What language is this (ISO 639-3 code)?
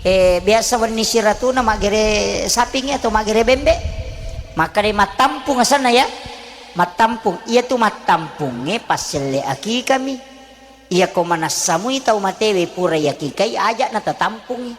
bug